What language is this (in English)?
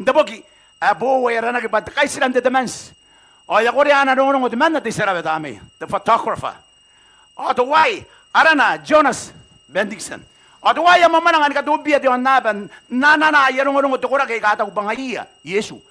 Gilbertese